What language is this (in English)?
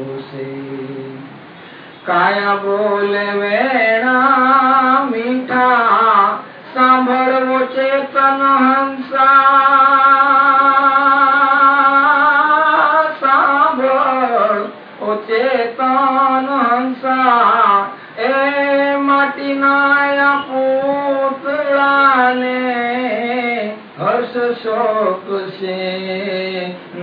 Gujarati